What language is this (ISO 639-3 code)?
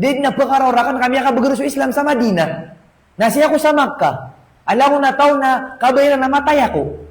mrw